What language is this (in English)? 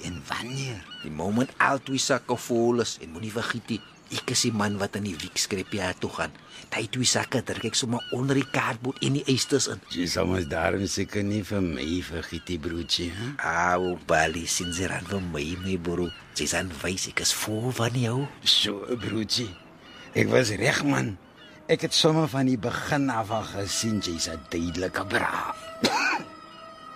Afrikaans